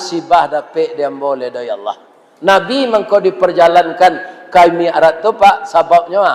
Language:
Minangkabau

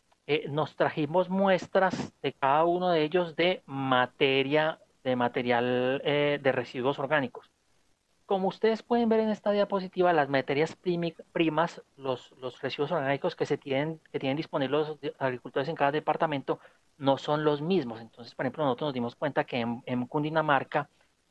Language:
Spanish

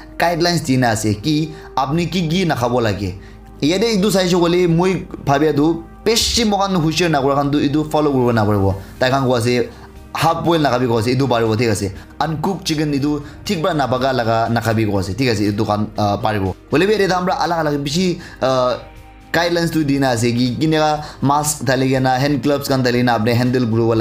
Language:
Naga Pidgin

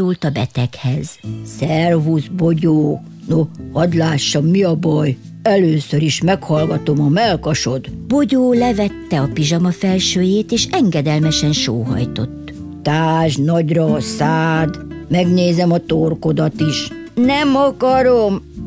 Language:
Hungarian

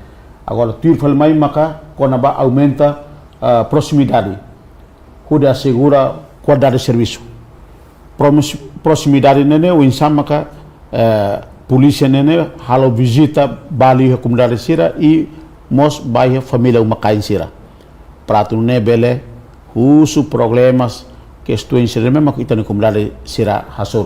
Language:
Tetum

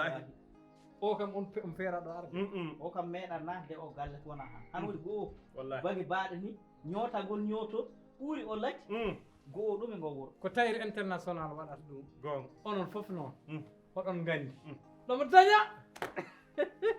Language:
Fula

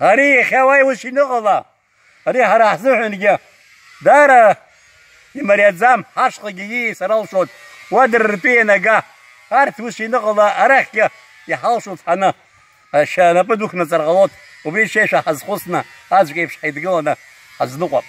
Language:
Abkhazian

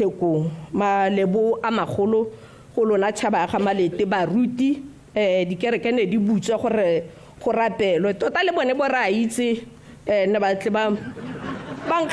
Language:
Tswana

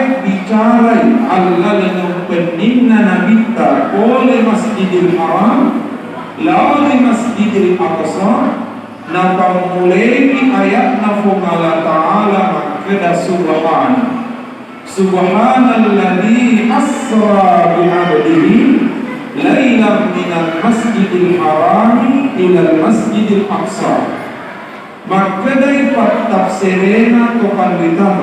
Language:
Buginese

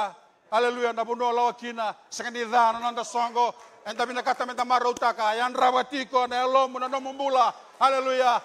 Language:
Fijian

